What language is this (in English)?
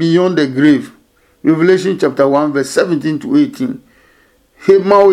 Adangme